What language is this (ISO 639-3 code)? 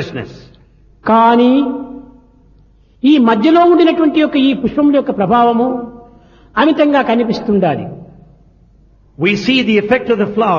tel